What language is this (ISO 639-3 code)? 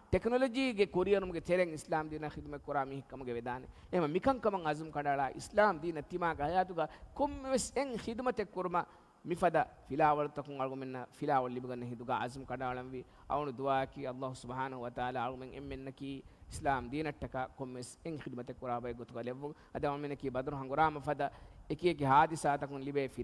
div